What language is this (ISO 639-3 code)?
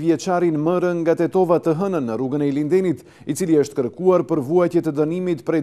sqi